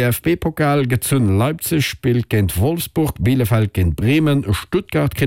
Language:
Luxembourgish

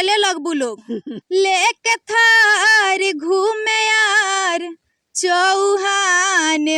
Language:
Bhojpuri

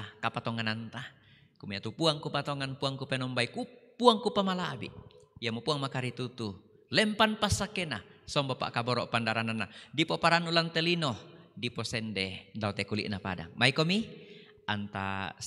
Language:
Toraja-Sa'dan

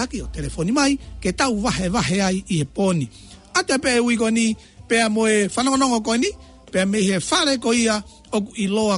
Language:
Tongan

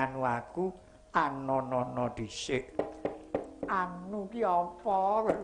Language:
Javanese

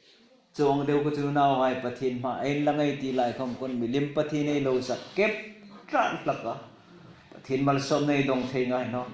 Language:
Hmar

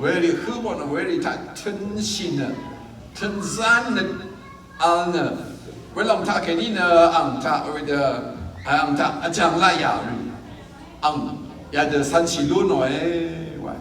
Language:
Rawang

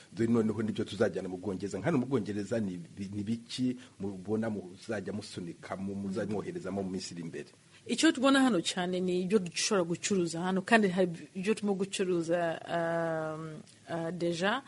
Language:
Kinyarwanda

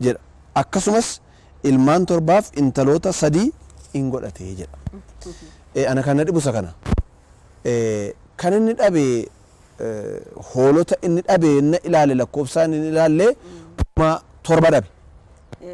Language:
Oromo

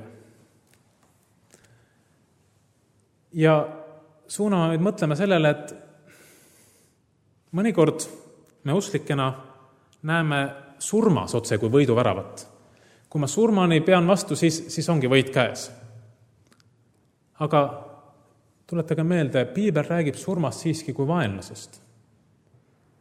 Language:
Estonian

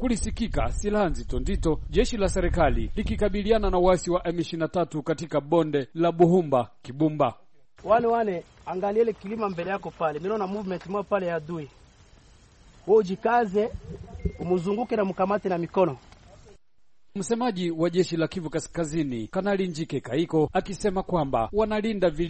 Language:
Swahili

